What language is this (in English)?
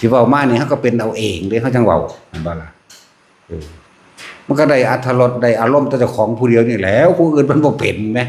Northeastern Thai